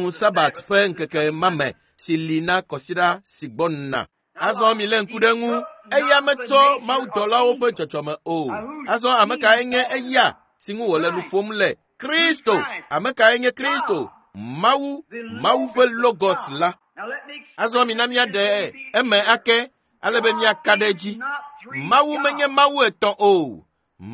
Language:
Ewe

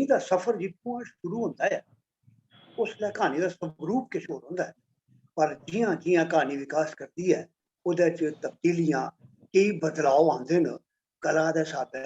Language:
Dogri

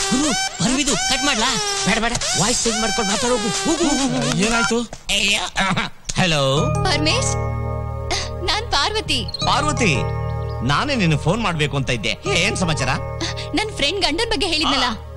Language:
Kannada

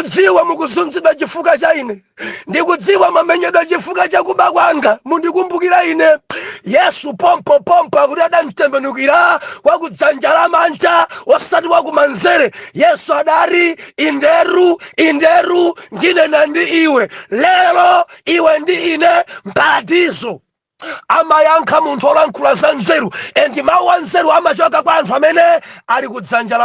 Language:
Nyanja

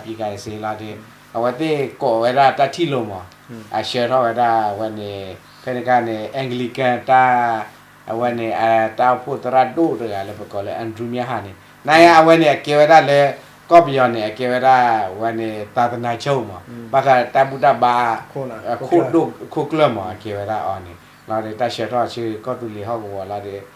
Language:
S'gaw Karen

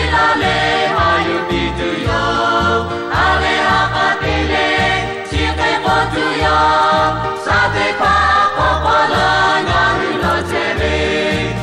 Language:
Lahu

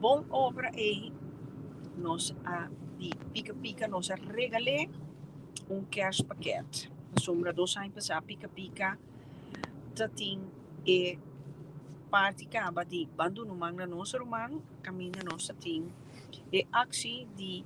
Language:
Papiamento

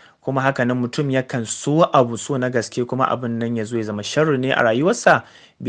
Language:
Hausa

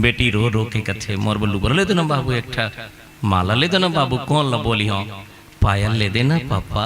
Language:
Chhattisgarhi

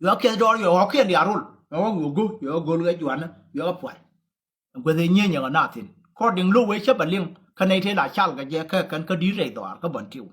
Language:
Nuer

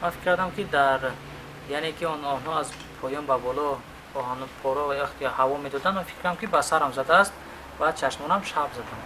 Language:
Tajik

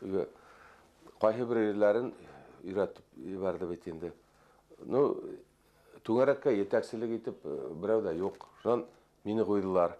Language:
Bashkir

